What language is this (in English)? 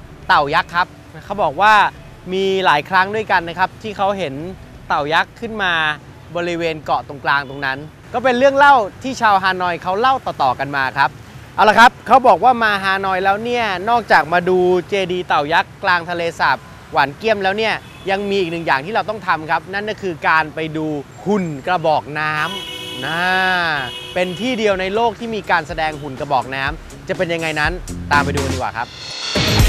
Thai